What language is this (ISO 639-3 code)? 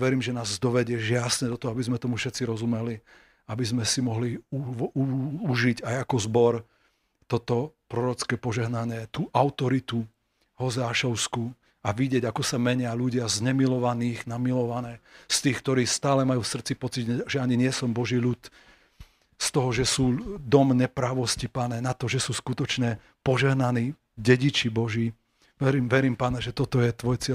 slk